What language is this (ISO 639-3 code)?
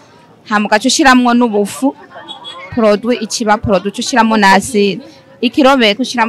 run